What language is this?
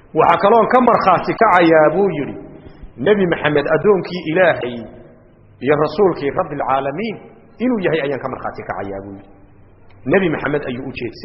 Somali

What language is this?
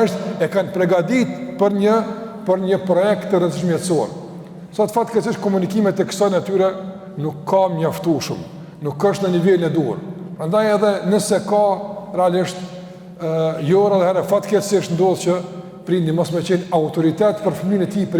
Albanian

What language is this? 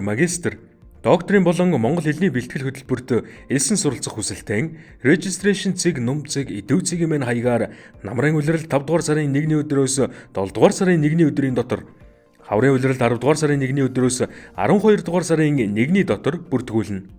Mongolian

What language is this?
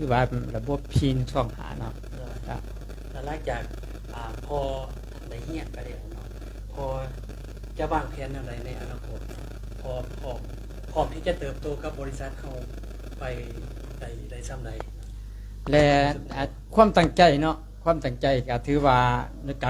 Lao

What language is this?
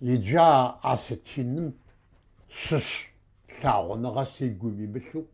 Kabardian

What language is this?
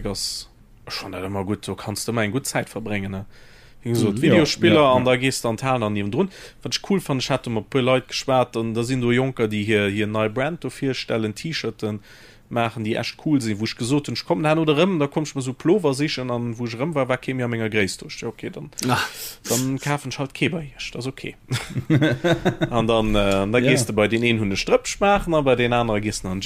Luxembourgish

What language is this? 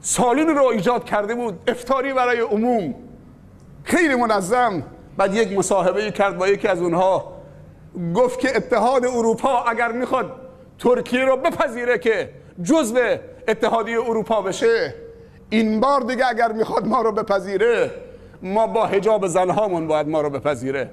Persian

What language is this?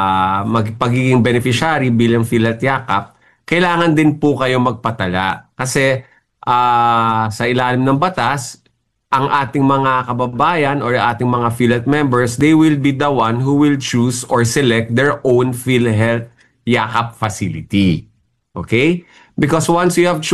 Filipino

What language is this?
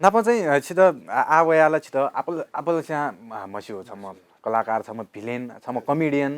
Newari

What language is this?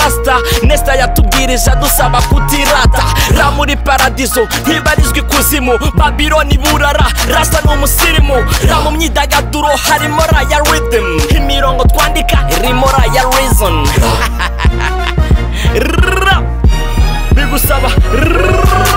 Kinyarwanda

